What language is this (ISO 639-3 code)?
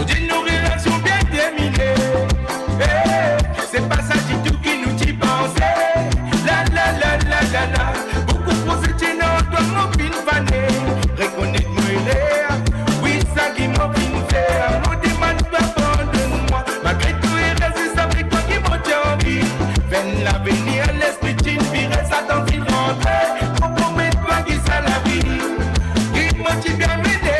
mfe